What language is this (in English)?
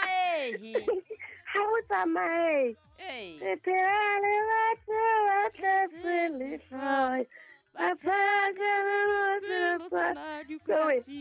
Southern Sotho